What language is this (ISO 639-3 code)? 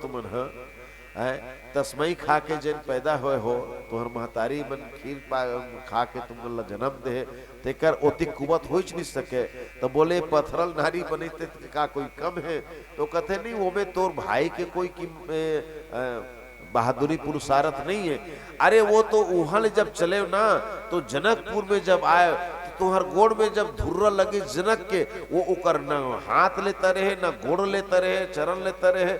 hne